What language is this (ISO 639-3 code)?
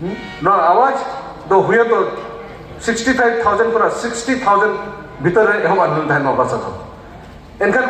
sat